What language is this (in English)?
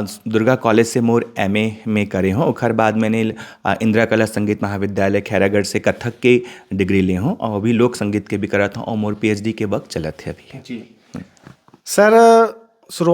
Chhattisgarhi